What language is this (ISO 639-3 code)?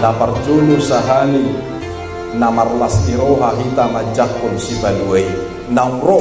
bbc